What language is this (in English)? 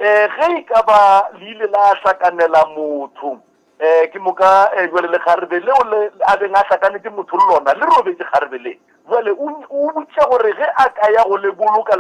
Northern Sotho